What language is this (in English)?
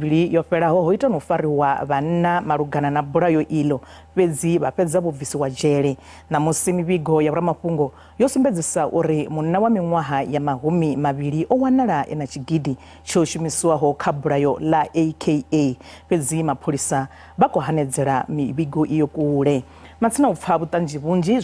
Venda